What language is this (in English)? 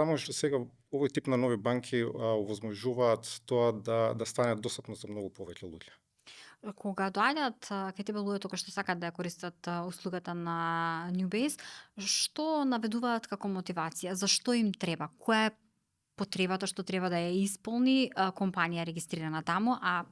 Macedonian